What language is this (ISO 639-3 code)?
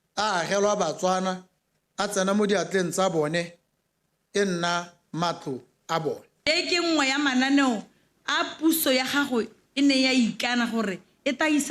tsn